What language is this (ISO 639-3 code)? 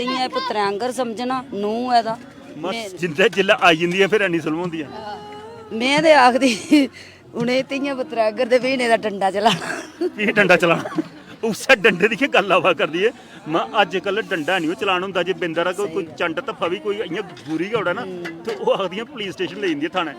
doi